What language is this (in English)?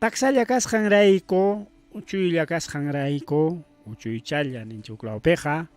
Ayacucho Quechua